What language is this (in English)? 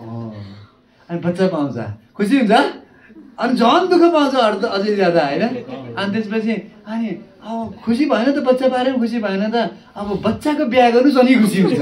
Nepali